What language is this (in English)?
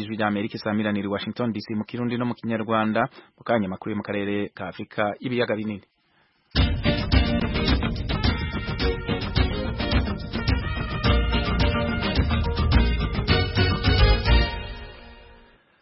Kinyarwanda